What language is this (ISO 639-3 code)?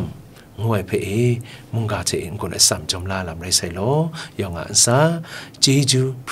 kac